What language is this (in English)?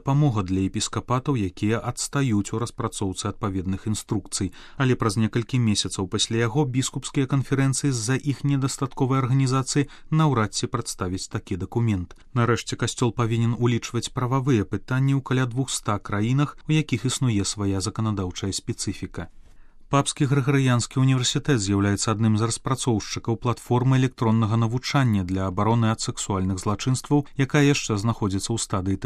Belarusian